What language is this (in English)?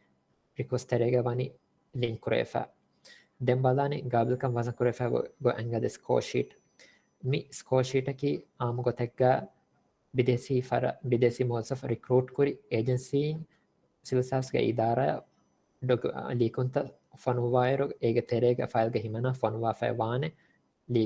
Divehi